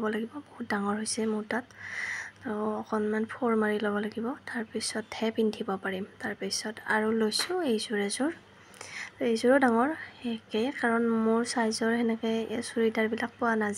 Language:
Assamese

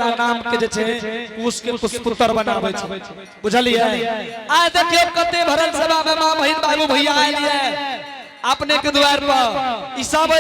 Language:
Angika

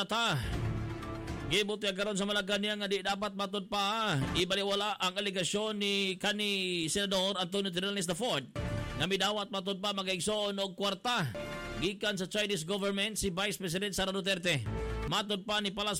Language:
Cebuano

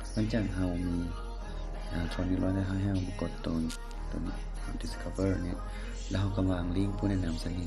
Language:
Lao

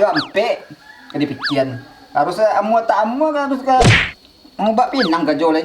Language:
Minangkabau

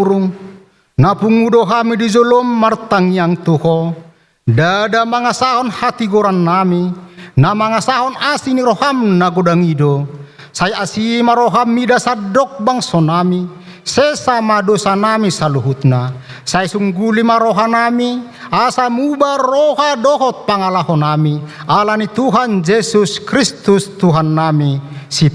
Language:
Batak Toba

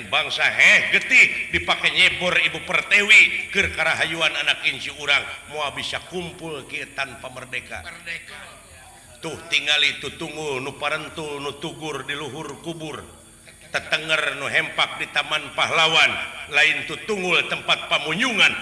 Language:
Sundanese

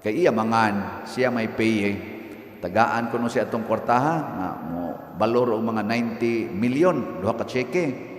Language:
Cebuano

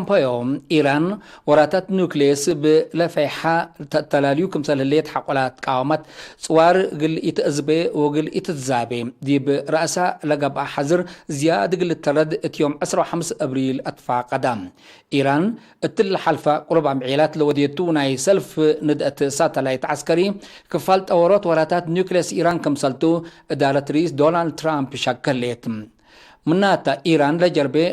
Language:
Tigre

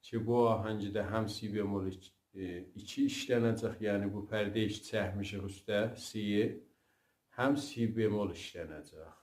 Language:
South Azerbaijani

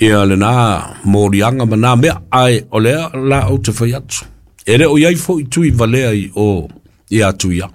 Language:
Samoan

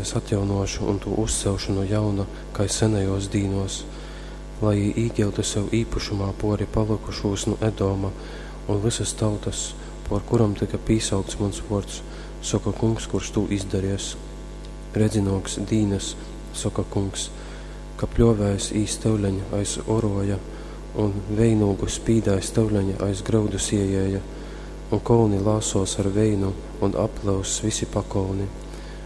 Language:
Latgalian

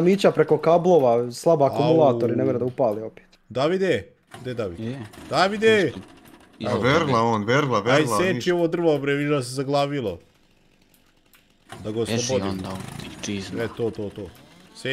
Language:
Serbian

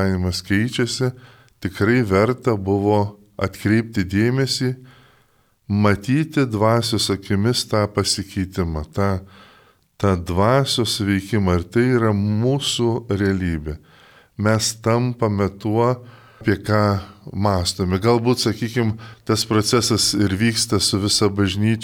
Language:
Lithuanian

